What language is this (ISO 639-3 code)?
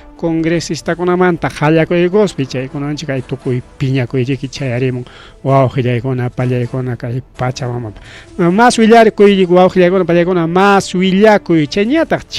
quy